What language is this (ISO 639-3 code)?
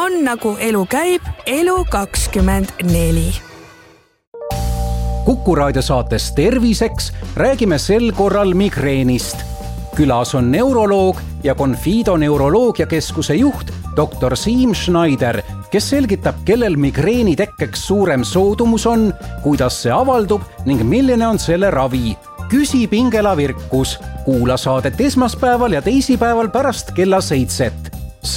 est